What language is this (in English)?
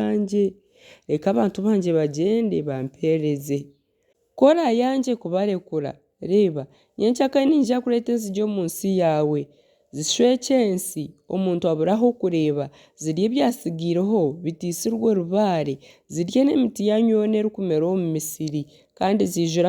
Nyankole